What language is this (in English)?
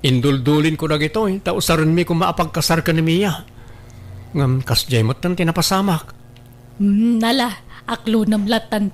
Iloko